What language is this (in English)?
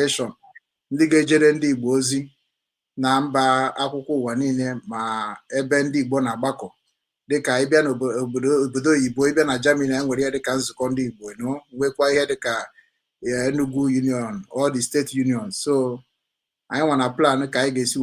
Igbo